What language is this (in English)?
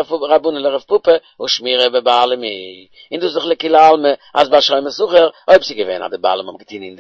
Yiddish